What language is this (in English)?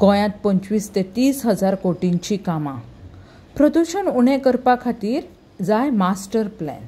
Konkani